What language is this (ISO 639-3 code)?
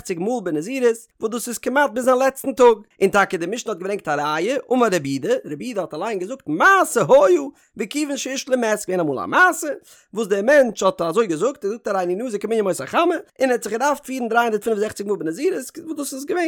yid